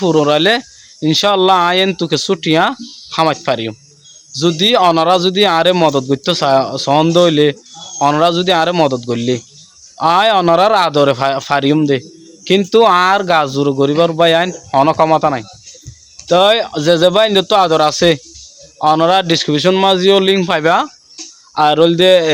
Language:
Rohingya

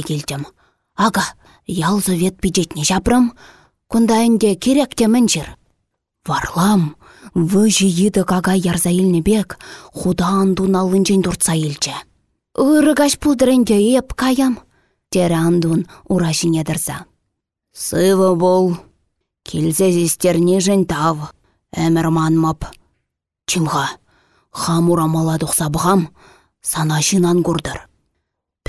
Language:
Chuvash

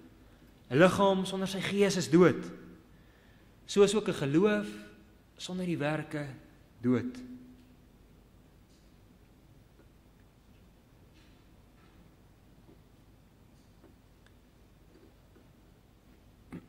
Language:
Afrikaans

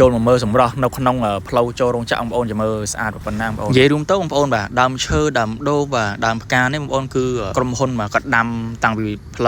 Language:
Khmer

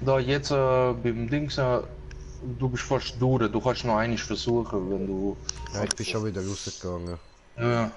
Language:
Swiss German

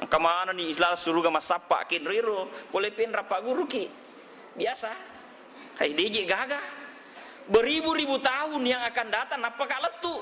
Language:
Buginese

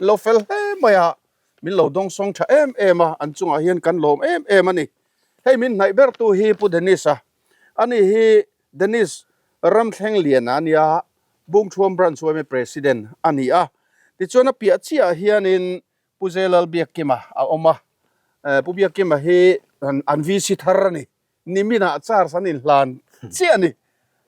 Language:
Mizo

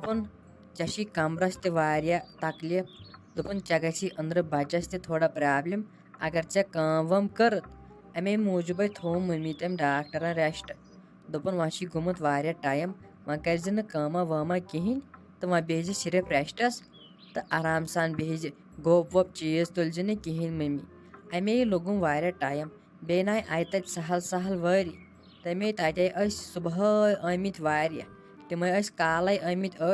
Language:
Kashmiri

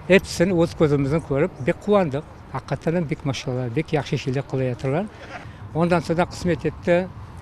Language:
Crimean Tatar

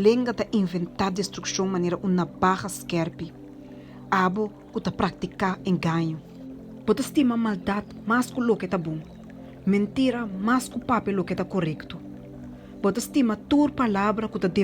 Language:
Papiamento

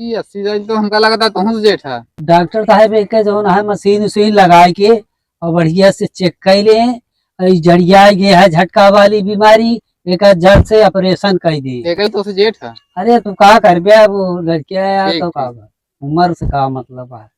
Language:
Awadhi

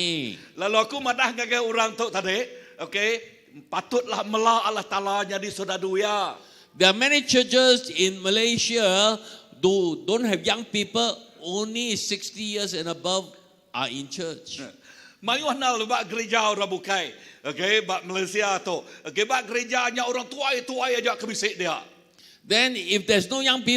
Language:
Iban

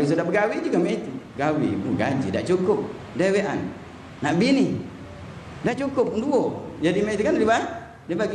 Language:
Musi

